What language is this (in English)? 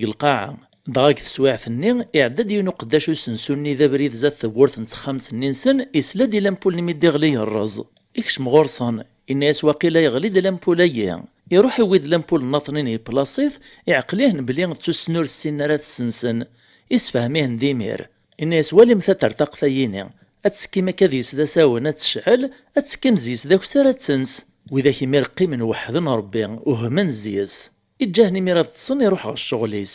Kabyle